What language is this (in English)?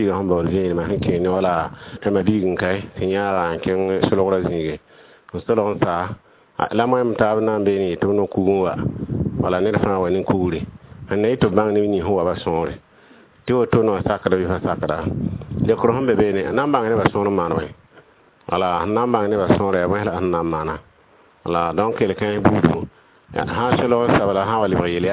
Mossi